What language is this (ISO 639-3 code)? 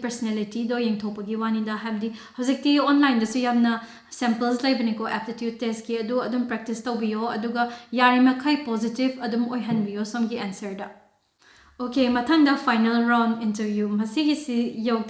mni